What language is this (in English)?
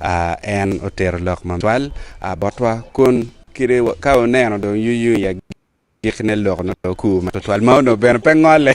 Acoli